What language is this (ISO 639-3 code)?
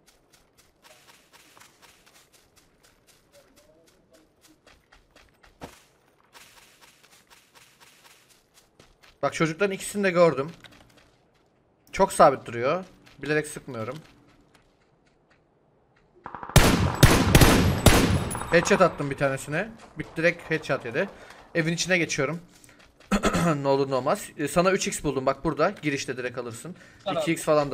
tur